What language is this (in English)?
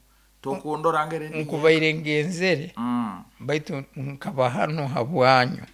Nyankole